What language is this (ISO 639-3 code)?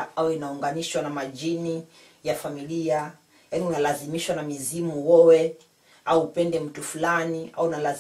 swa